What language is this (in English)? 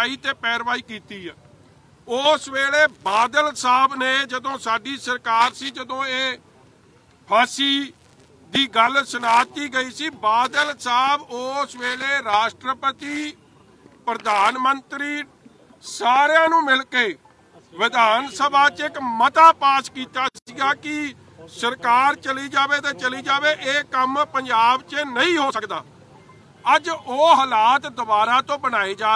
Punjabi